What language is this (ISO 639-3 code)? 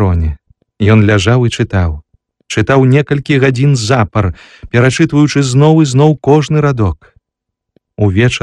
bel